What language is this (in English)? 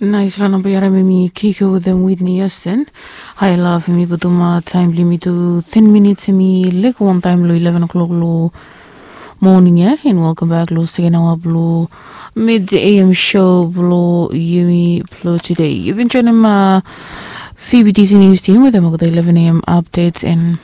Bislama